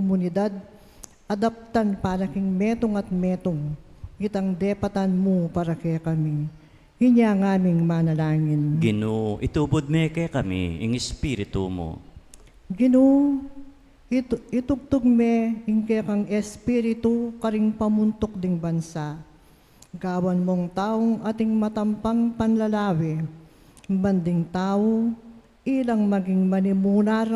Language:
Pampanga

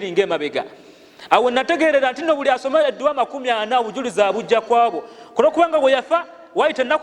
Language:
Ganda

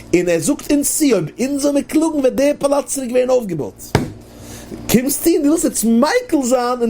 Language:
Yiddish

